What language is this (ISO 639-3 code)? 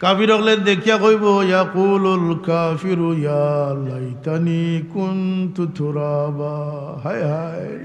syl